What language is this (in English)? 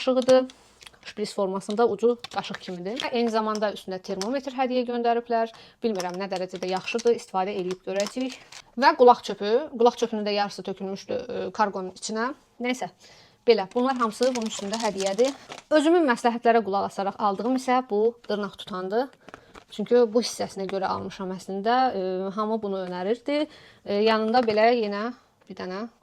Azerbaijani